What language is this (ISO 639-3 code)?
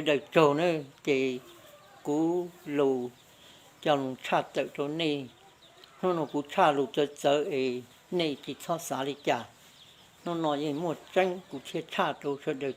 hmn